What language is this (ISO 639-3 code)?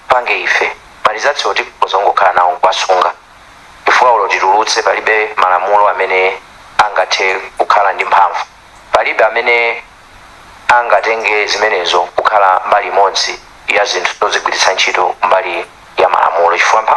nya